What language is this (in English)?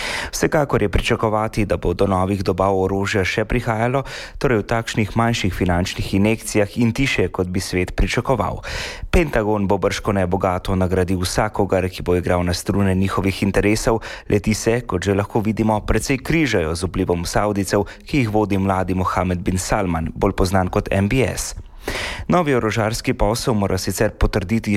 Slovenian